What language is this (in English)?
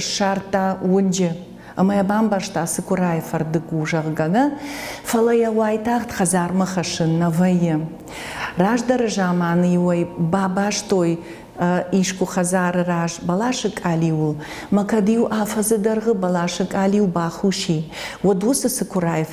Ossetic